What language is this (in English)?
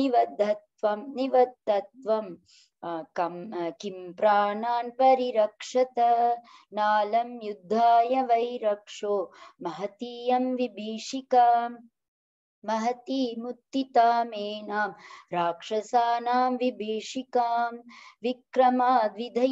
Sanskrit